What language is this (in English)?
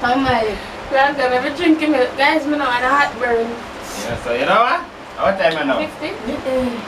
Jamaican Creole English